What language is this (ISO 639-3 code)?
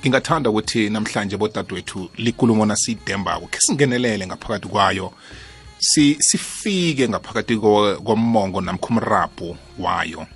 nbl